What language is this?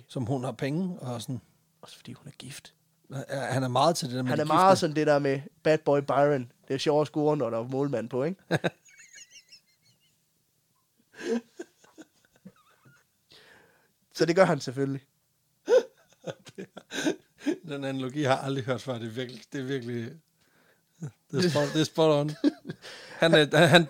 Danish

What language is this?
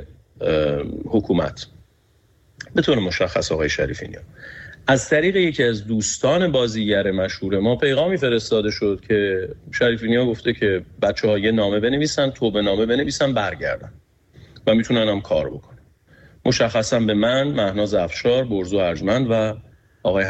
Persian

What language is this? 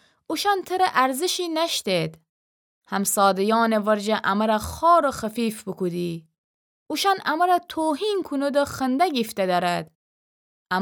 Gilaki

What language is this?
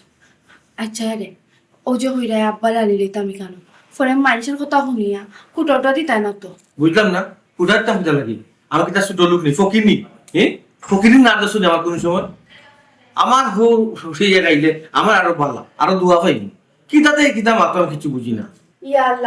Sylheti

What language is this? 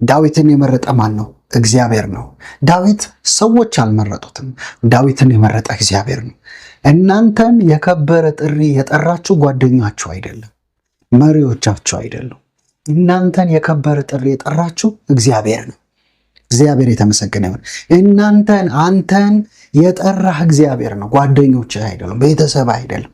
Amharic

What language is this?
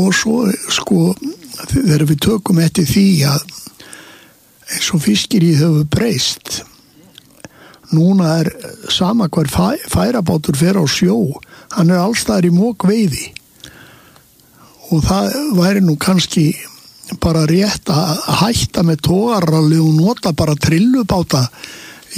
Icelandic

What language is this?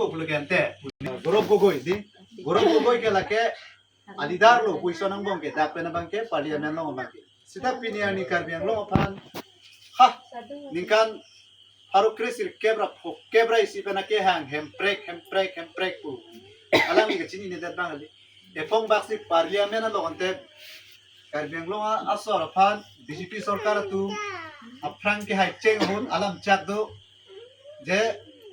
Karbi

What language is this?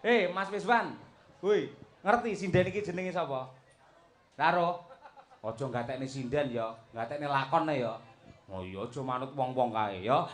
Javanese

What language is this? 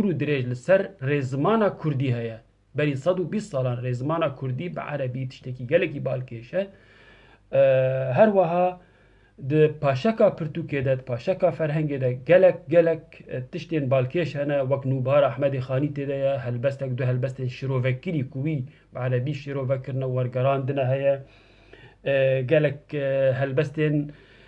Kurdish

